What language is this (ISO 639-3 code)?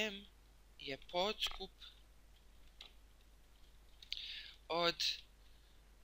bos